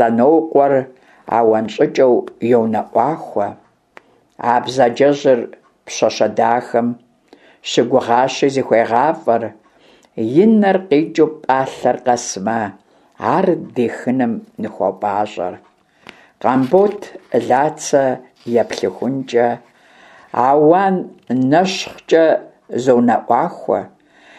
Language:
Kabardian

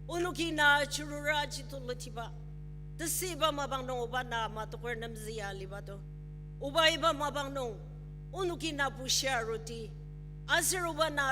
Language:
Ao Naga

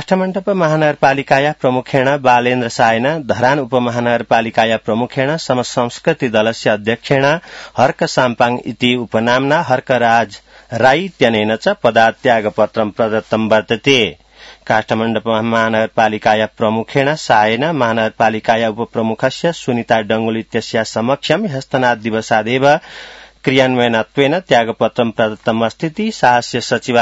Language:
Sanskrit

